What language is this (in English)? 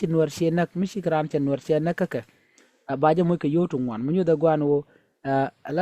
Nuer